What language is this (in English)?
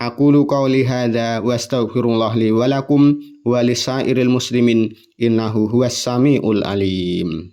Javanese